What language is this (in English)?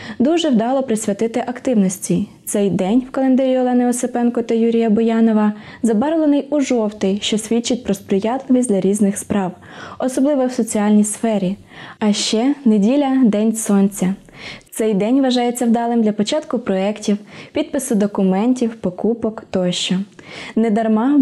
Ukrainian